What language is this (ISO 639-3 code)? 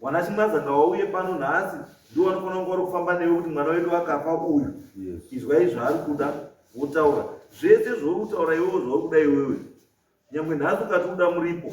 sna